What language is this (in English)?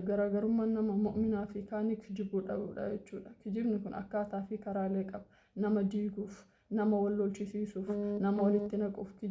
Oromo